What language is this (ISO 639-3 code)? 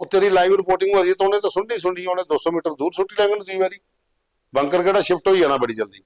doi